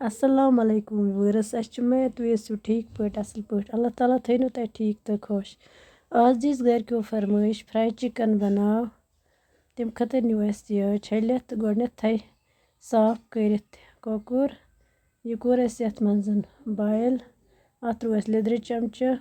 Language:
Kashmiri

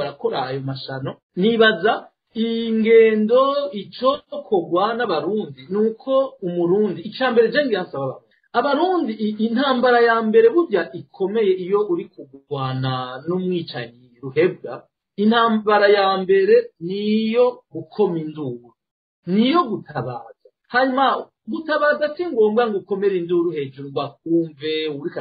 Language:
Rundi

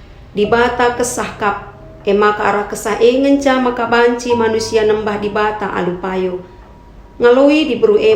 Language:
Batak Karo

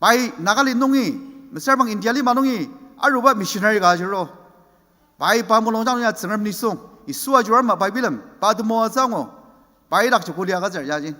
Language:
Ao Naga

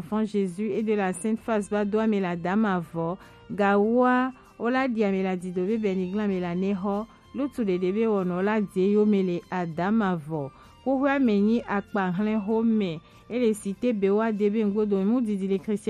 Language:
Gen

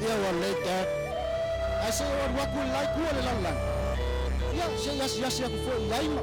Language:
Samoan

